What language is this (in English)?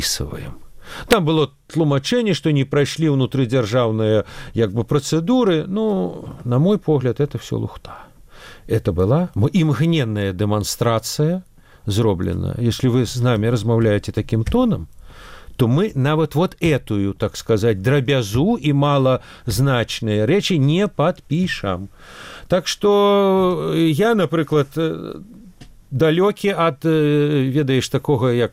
Belarusian